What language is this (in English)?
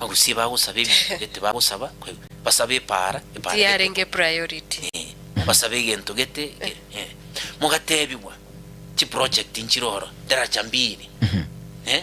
Gusii